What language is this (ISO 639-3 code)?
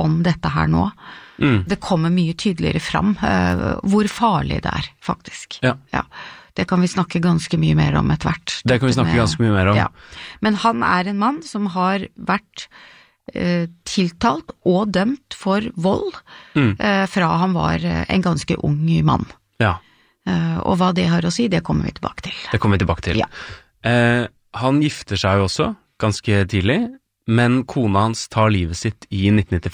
nor